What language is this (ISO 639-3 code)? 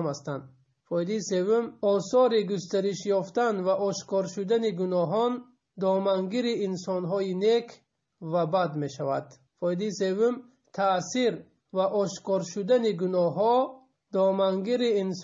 tgk